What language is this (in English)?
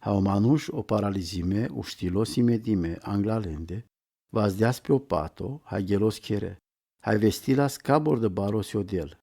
Romany